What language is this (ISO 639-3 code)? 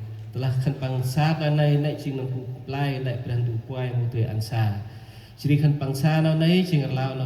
cmo